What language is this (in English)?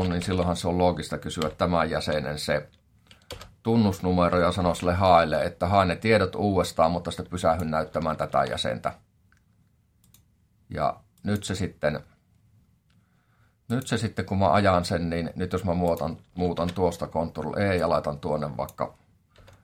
Finnish